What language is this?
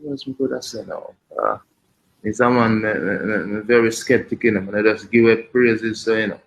Jamaican Creole English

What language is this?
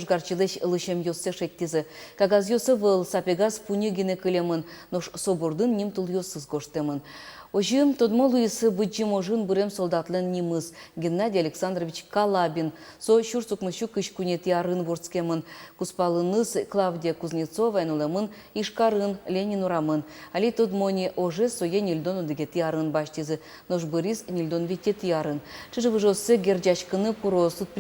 Udmurt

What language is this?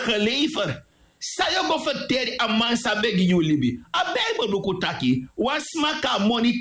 Sranan Tongo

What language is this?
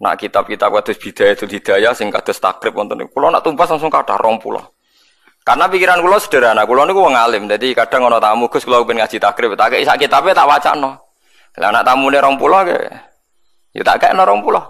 Javanese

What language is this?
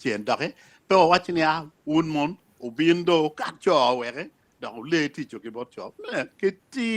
Acoli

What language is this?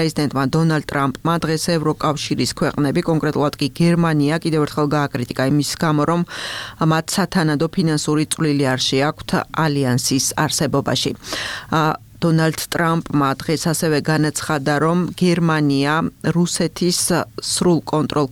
Georgian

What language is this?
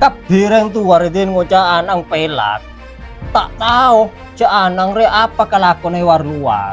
Madurese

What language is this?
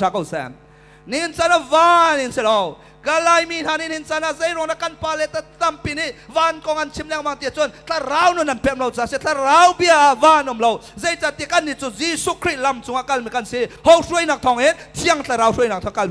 Hakha Chin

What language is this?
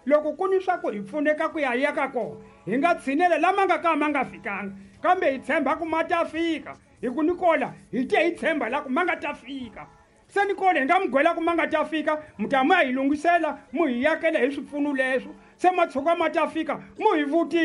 Tsonga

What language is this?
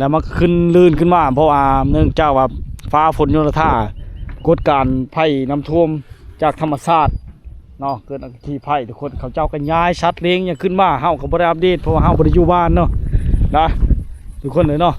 Lao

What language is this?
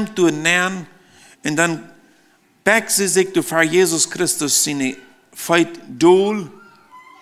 Plautdietsch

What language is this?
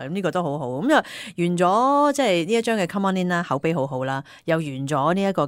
Cantonese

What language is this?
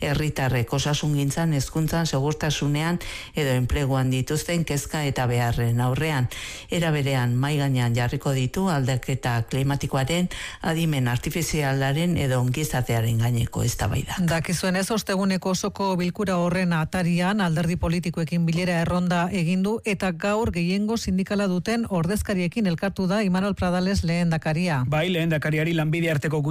Basque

